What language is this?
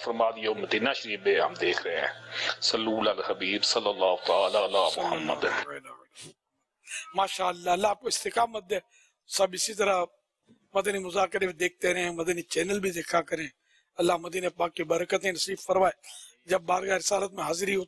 Urdu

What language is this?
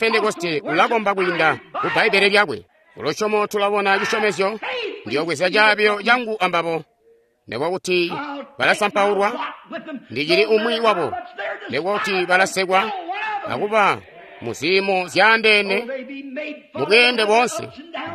Tonga (Zambia)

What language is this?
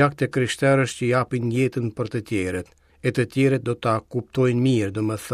Albanian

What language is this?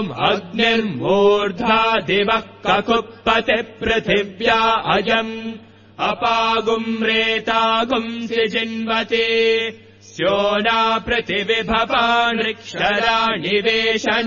Sanskrit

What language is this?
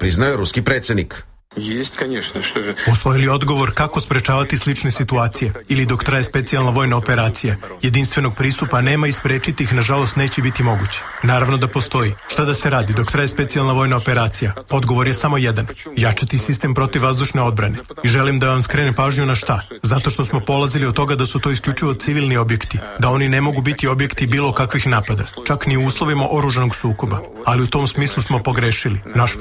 Serbian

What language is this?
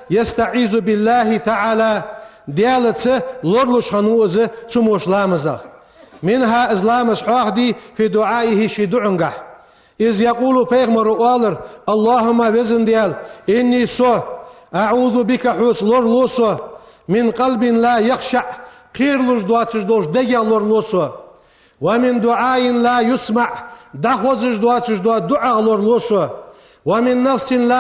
Ingush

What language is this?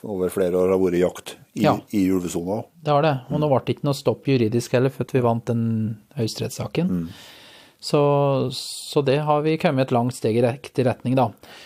Norwegian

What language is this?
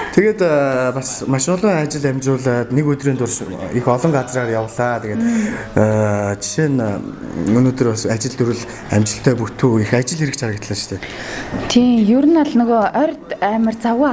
Mongolian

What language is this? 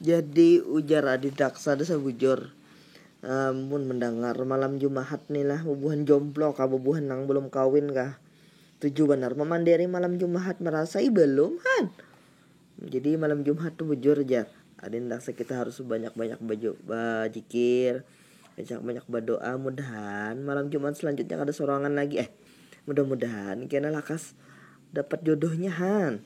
Banjar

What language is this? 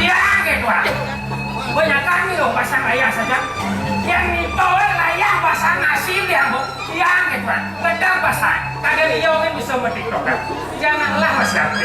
Balinese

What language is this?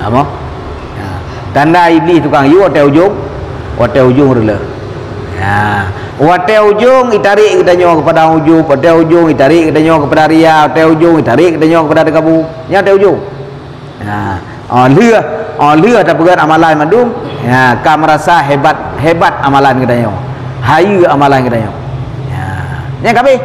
Achinese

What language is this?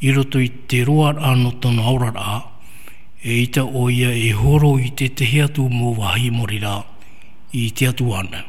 Tahitian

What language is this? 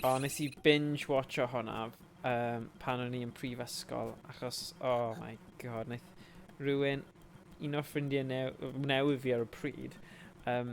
Welsh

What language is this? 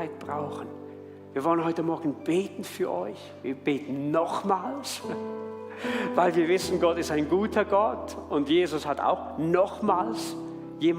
Swiss German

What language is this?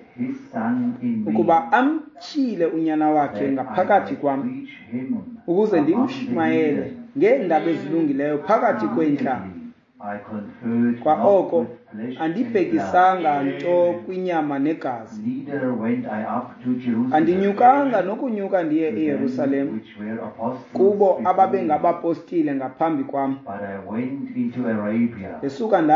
Xhosa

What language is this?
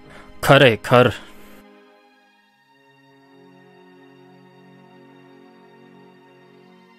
Gujarati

